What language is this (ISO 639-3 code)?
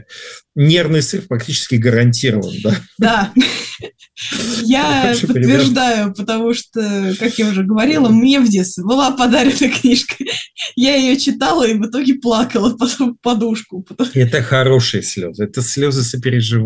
rus